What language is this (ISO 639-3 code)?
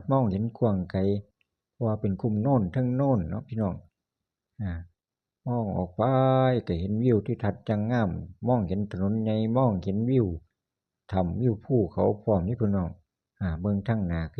tts